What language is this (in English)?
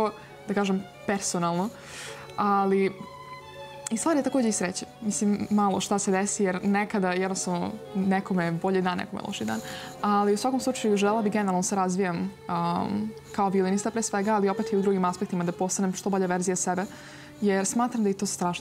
Serbian